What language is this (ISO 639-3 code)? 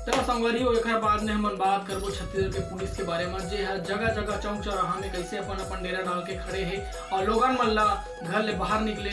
hne